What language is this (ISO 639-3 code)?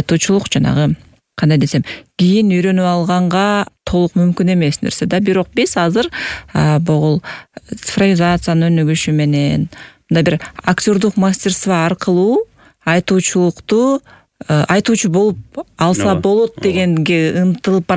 kir